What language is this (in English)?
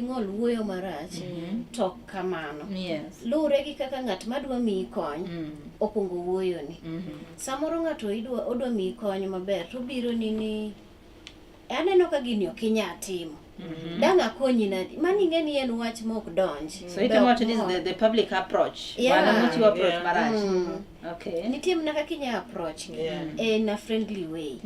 Luo (Kenya and Tanzania)